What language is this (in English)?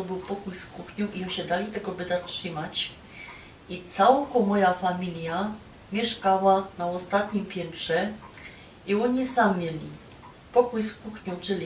Silesian